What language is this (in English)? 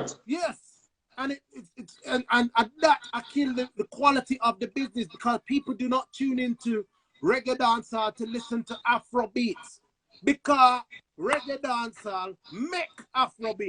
Jamaican Creole English